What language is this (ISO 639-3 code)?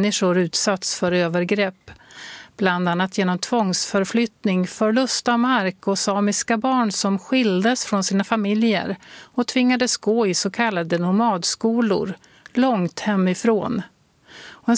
swe